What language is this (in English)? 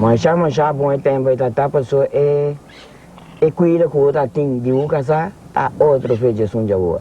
Papiamento